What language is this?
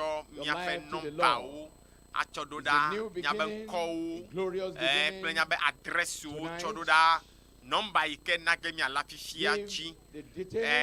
Ewe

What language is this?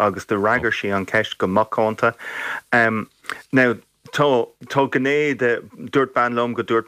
Irish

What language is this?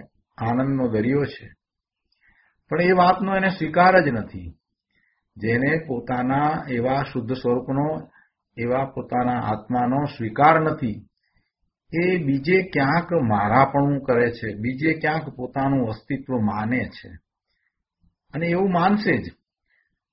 Gujarati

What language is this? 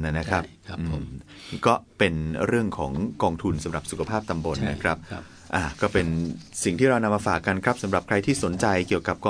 Thai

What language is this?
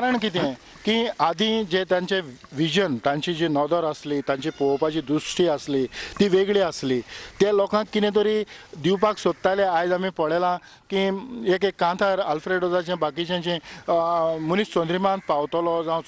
Konkani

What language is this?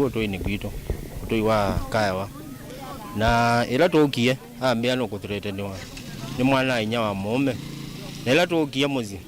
Kamba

